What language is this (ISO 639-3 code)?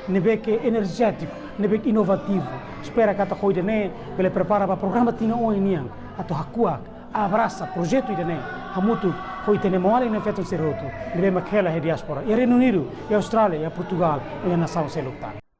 tet